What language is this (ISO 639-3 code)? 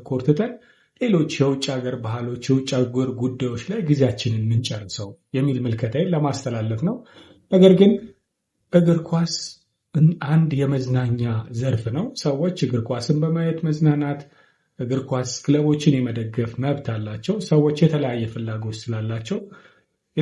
amh